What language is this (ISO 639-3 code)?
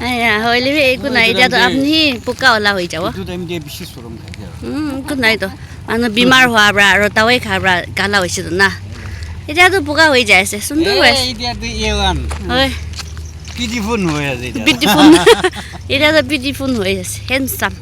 nag